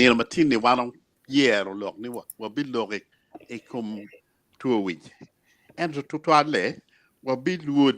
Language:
Acoli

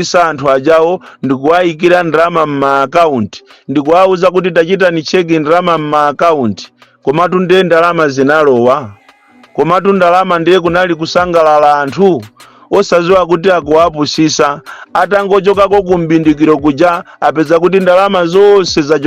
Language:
Nyanja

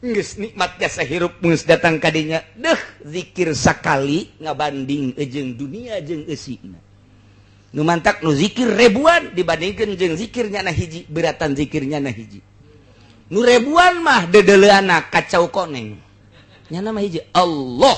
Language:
Sundanese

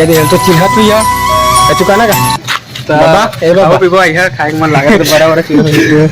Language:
Chhattisgarhi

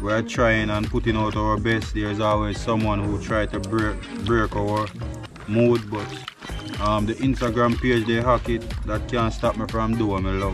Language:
Jamaican Creole English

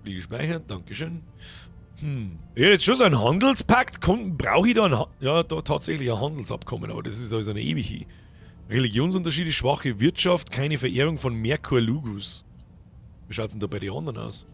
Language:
Bavarian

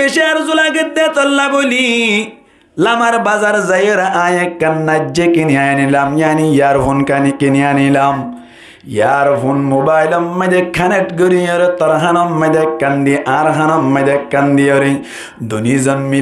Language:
Rohingya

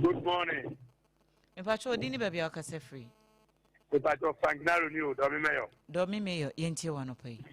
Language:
Akan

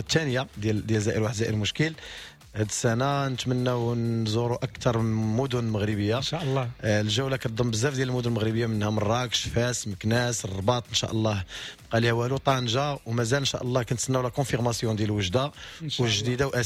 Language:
Moroccan Arabic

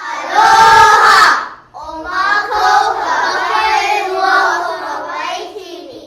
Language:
Hawaiian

